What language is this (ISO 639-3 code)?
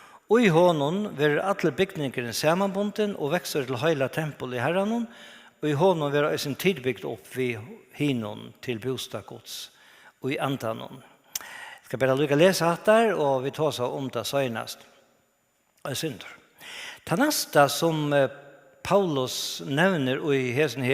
fao